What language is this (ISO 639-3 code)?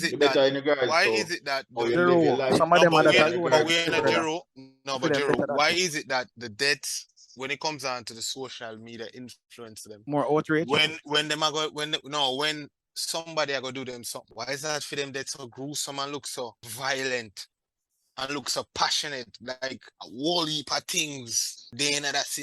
jam